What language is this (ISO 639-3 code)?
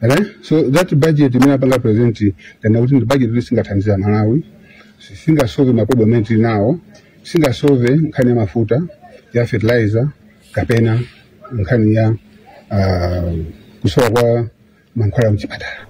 nya